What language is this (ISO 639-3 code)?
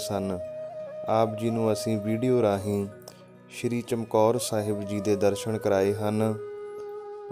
pan